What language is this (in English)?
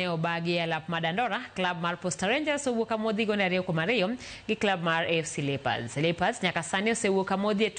Luo (Kenya and Tanzania)